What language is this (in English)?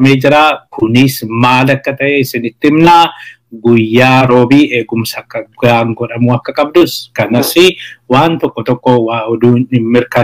Oromo